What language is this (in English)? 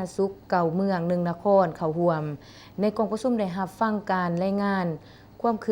Lao